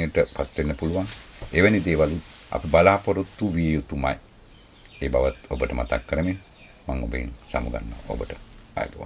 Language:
Sinhala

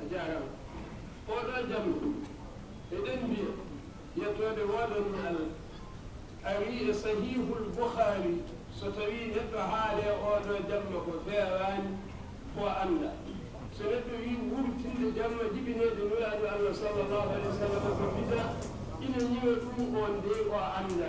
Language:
Fula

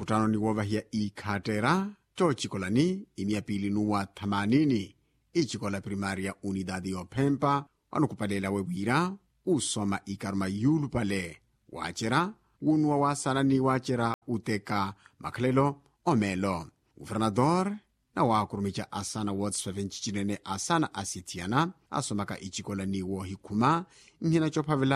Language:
Makhuwa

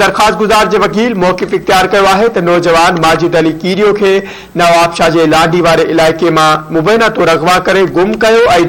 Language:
Sindhi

